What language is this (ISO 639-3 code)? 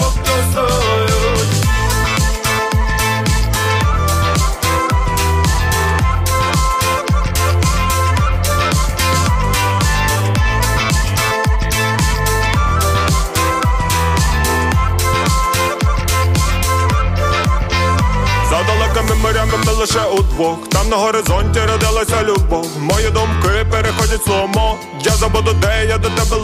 ukr